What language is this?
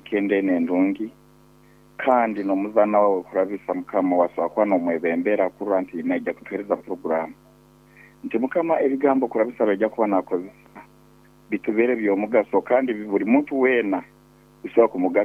Nyoro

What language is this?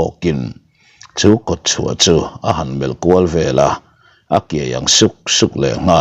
Mizo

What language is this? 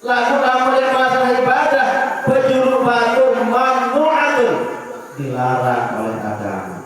Sasak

